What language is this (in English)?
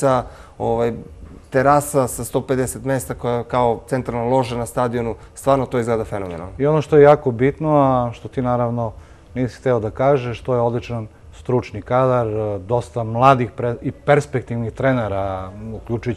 Serbian